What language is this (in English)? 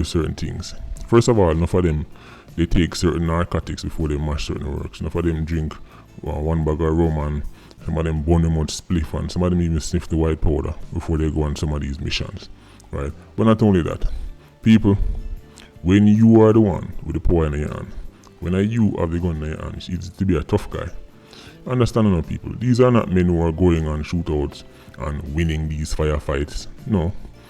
Jamaican Creole English